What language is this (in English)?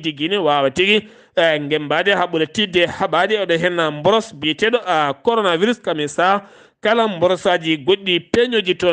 Fula